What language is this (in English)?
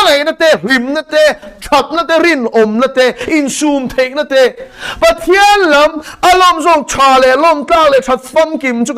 Mizo